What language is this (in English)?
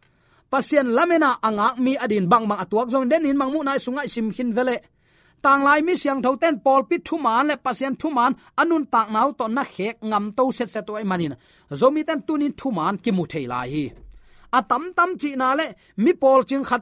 Tedim Chin